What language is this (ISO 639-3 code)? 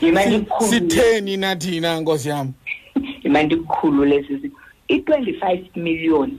xho